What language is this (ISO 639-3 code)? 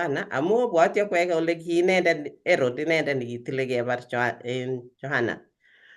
kln